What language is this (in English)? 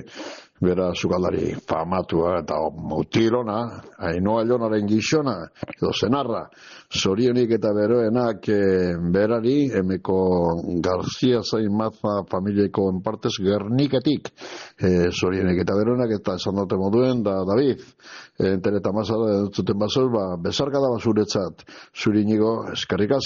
Basque